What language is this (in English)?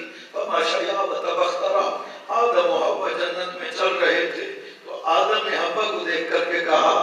Urdu